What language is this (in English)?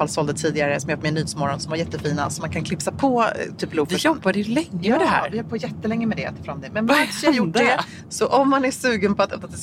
Swedish